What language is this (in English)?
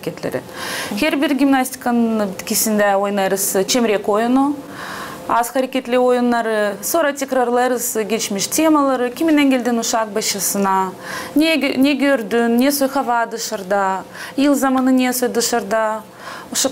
Gagauz